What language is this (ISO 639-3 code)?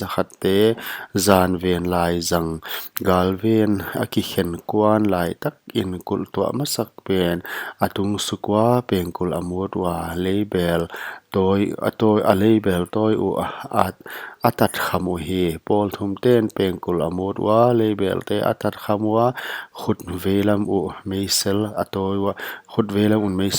pck